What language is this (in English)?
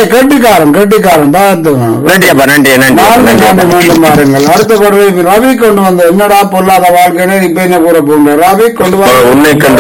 Tamil